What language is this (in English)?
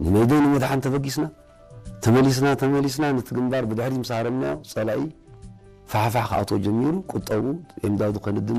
Tigrinya